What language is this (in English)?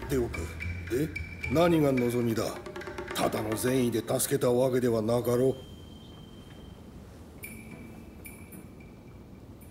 Japanese